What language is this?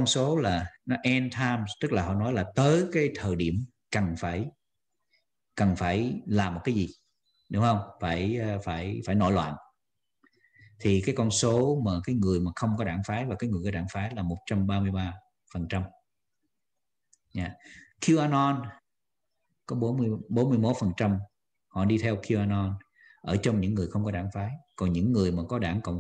Vietnamese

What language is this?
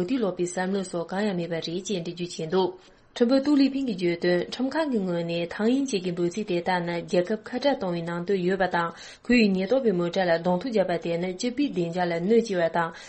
Tibetan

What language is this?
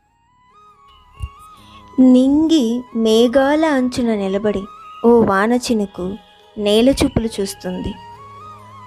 Telugu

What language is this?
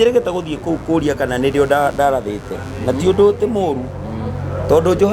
Kikuyu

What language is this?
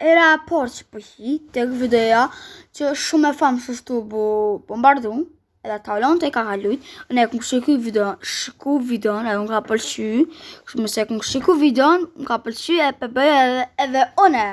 Albanian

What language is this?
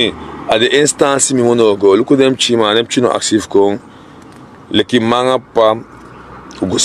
Sranan Tongo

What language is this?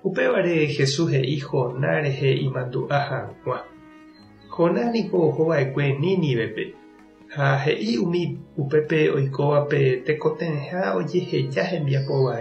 Guarani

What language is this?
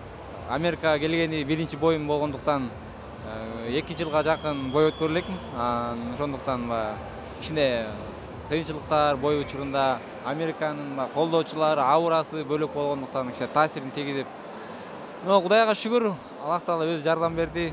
Kyrgyz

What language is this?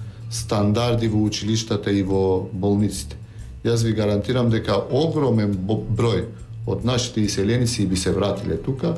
Macedonian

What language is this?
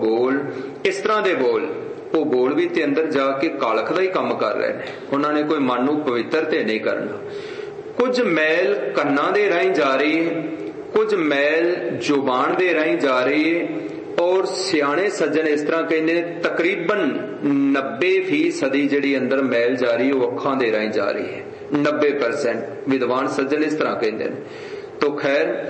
Punjabi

